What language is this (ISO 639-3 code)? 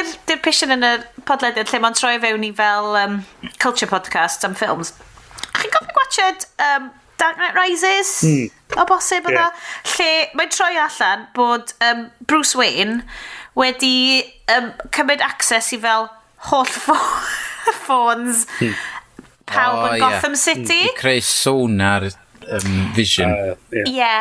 cym